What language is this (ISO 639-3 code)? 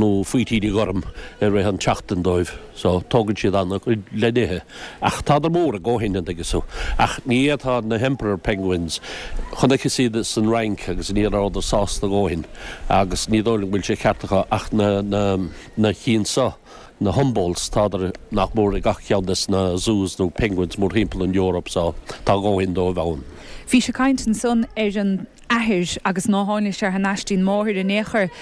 gle